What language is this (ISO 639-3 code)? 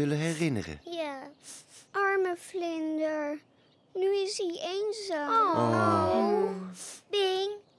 nld